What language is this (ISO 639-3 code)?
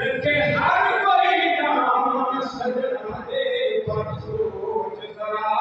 skr